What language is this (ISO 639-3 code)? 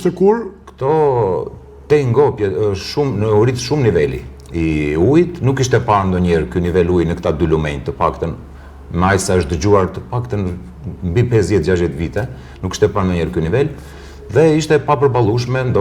sqi